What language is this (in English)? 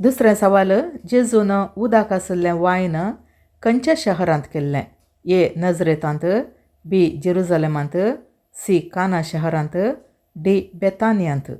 Konkani